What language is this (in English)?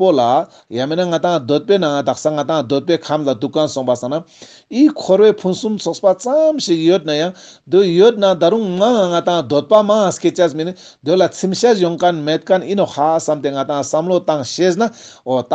Ladakhi